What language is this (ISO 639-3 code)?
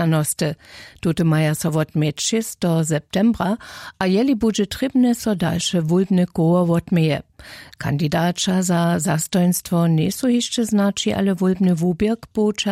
hsb